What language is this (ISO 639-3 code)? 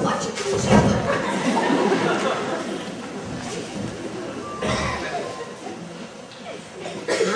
slk